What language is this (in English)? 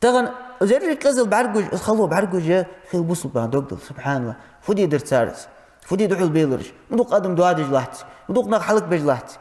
Ingush